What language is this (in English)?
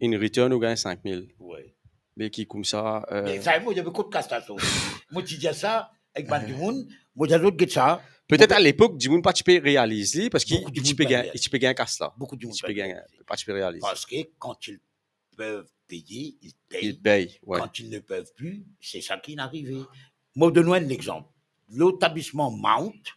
Morisyen